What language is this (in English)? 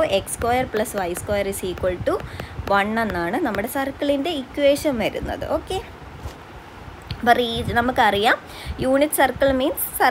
Malayalam